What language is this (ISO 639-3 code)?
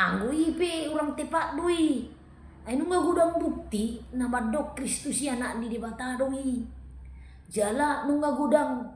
bbc